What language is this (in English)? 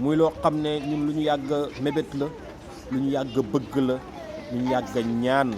Wolof